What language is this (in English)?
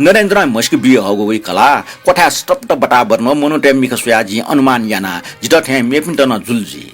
Newari